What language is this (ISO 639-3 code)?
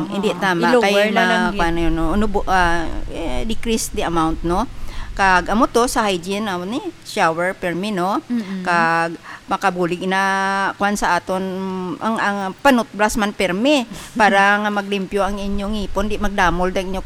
hil